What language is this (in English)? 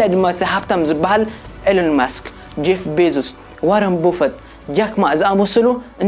Tigrinya